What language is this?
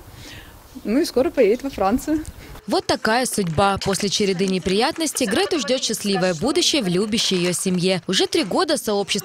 Russian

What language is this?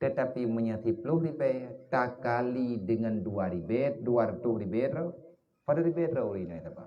Achinese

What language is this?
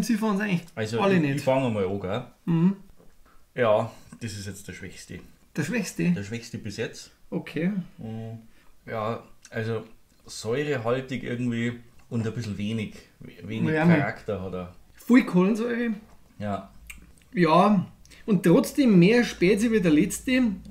Bavarian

